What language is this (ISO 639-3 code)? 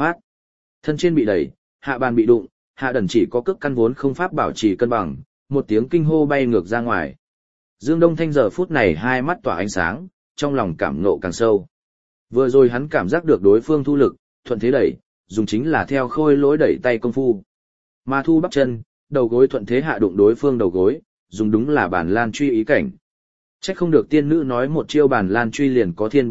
vie